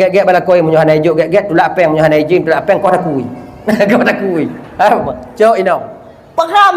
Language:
Achinese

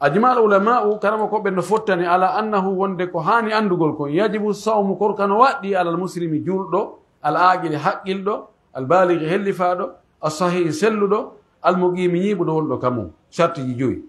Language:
Pular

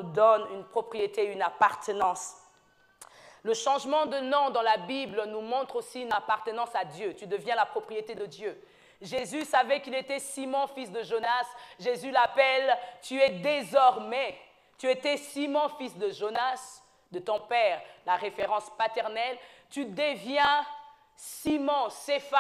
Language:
French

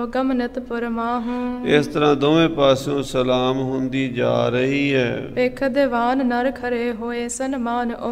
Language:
Punjabi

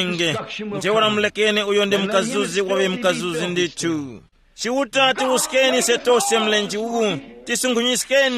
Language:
Tumbuka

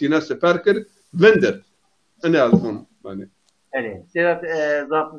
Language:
Zaza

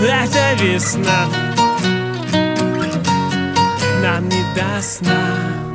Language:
Russian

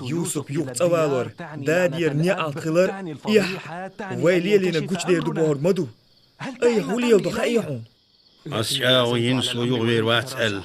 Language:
Chechen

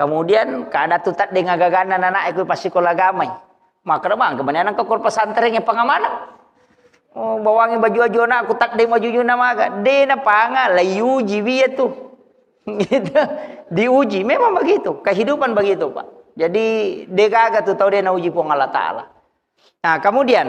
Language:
Buginese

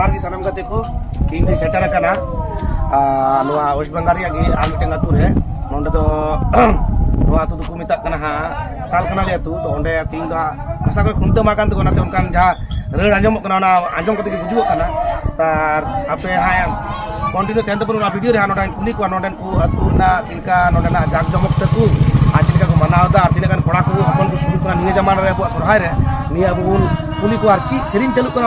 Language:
Santali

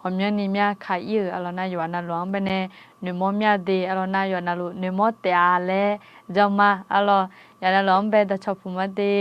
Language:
Akha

